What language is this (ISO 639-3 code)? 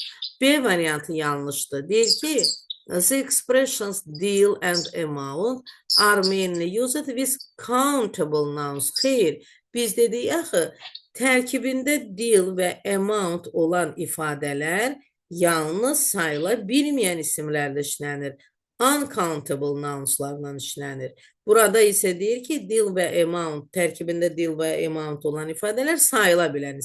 aze